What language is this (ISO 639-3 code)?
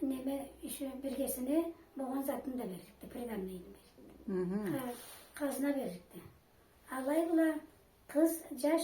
krc